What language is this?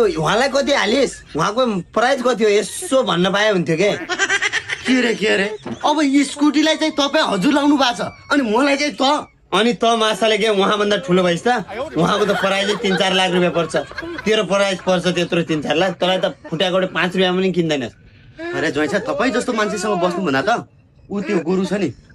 Nepali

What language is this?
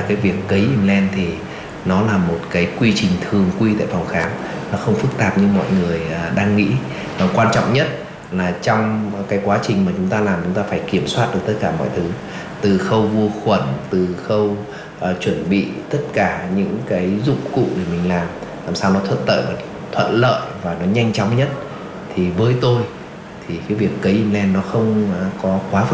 Vietnamese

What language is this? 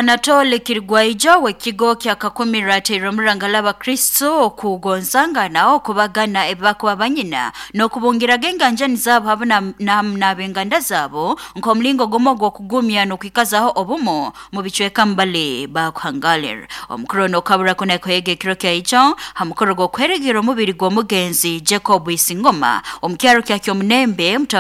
Nyoro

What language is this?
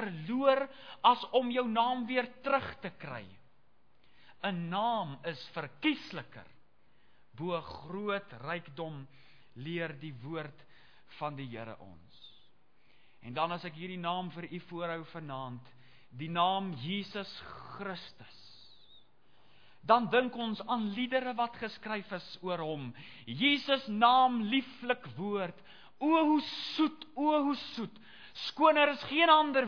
Afrikaans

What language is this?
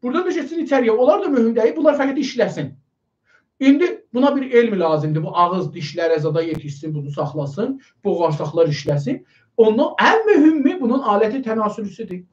South Azerbaijani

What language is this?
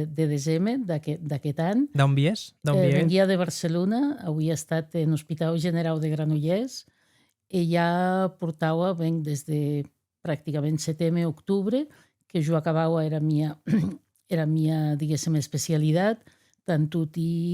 Occitan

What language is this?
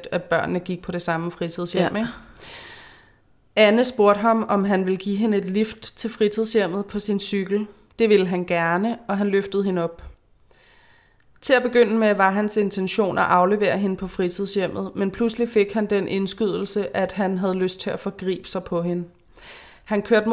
Danish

